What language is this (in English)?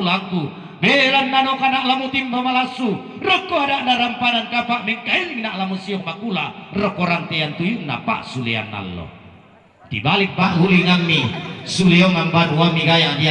Toraja-Sa'dan